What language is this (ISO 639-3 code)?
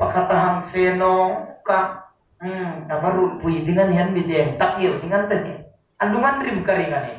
hmr